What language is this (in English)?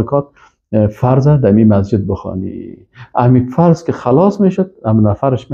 Persian